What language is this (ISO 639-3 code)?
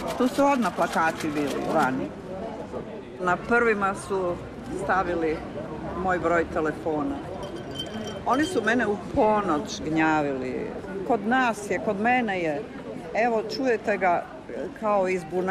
hrv